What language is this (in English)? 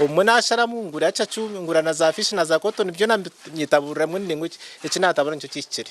Nyankole